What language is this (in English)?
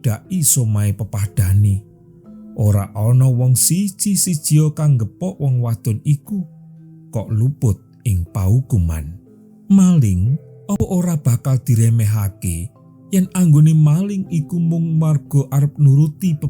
Javanese